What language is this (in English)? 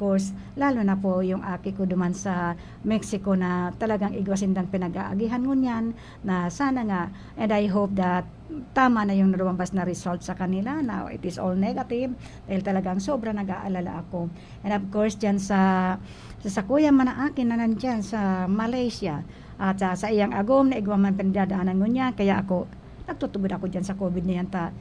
Bikol